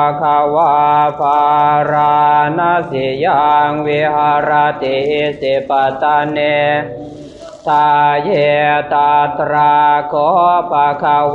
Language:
Pali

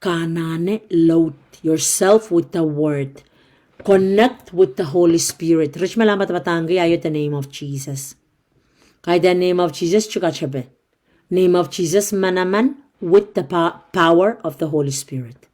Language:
Pohnpeian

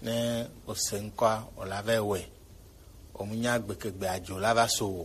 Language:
Gen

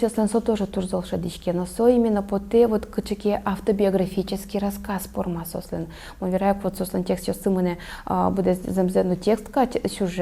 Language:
Udmurt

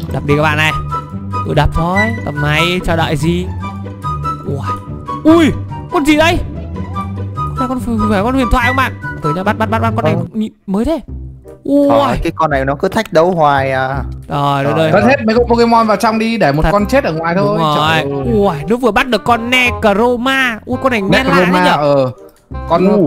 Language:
Vietnamese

